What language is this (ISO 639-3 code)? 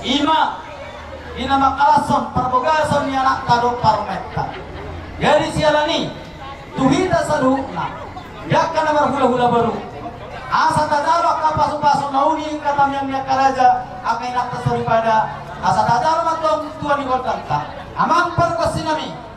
bbc